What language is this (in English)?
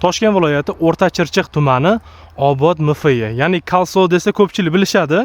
Uzbek